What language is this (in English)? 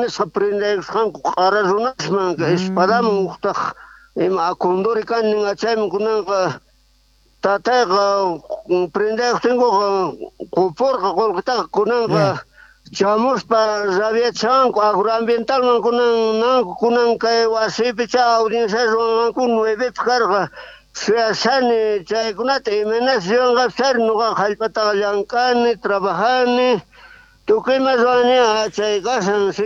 South Bolivian Quechua